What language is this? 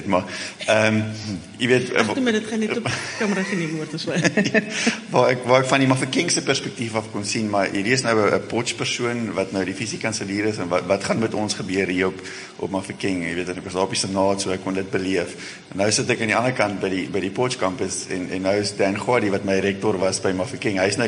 Afrikaans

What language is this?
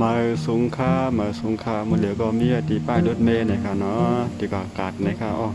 Shan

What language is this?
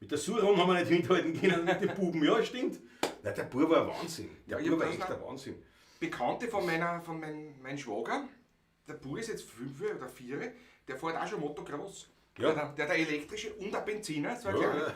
Bavarian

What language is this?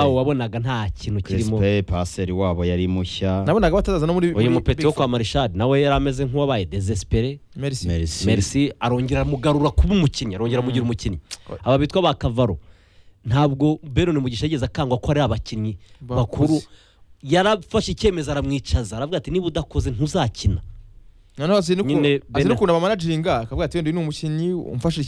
Kinyarwanda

